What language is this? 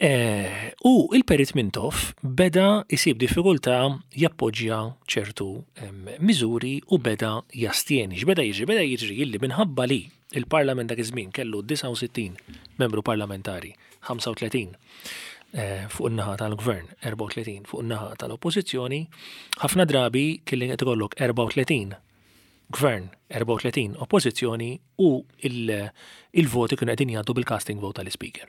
Maltese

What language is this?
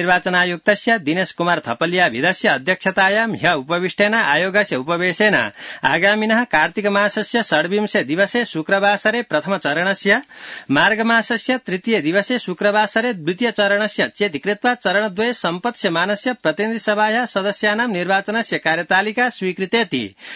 Sanskrit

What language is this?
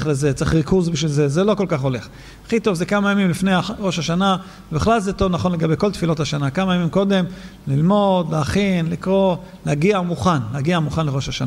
Hebrew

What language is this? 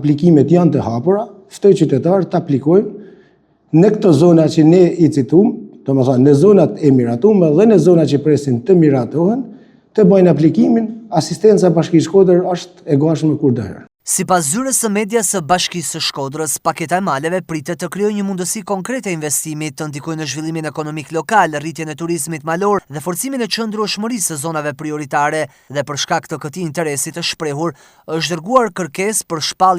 Albanian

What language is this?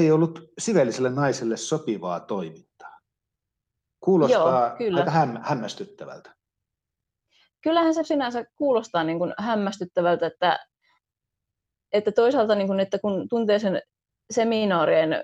Finnish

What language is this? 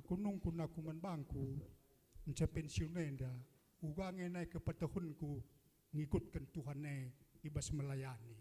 Batak Karo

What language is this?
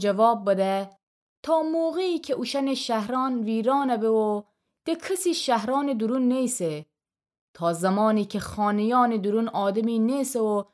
Gilaki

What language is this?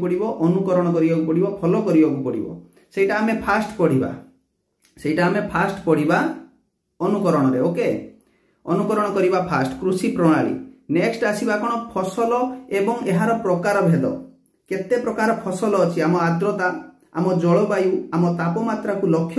Odia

